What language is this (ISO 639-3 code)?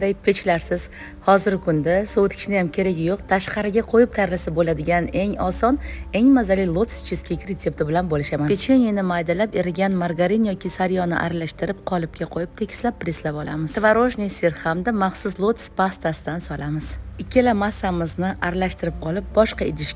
uzb